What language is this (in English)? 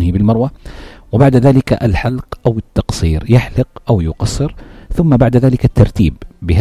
North Levantine Arabic